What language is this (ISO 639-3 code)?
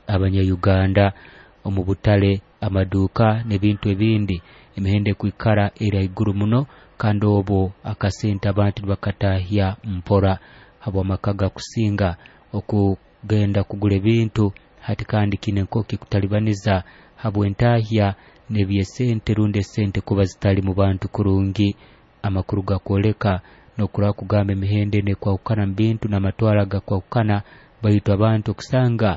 nyo